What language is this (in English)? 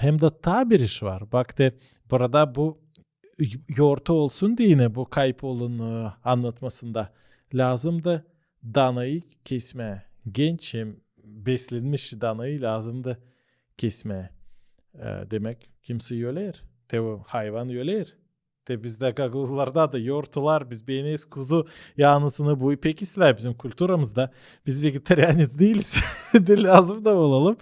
Gagauz